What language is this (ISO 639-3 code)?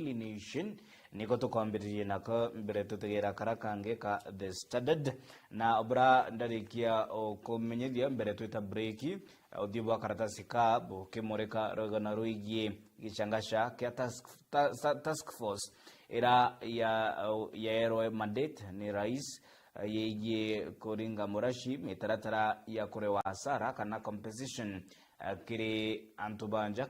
mer